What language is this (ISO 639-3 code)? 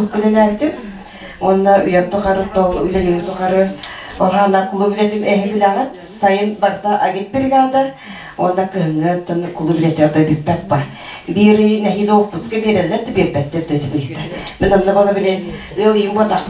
sah